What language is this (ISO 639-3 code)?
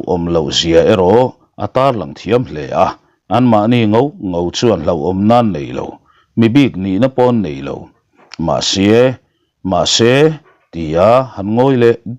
lus